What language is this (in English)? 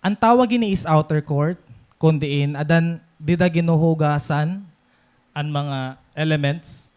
Waray